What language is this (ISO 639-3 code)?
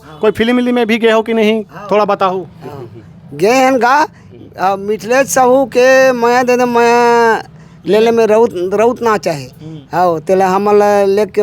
hne